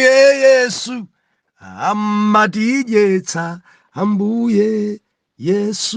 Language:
Nyanja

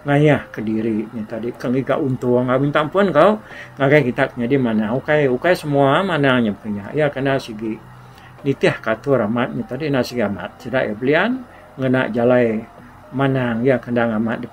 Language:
Iban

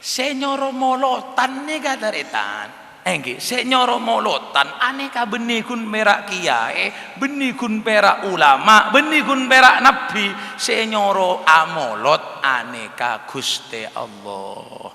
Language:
Madurese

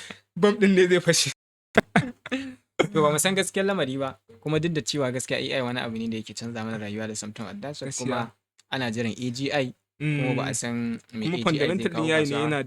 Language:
Hausa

